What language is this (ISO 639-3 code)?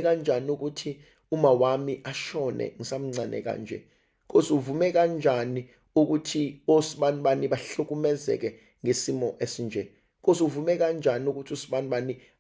zul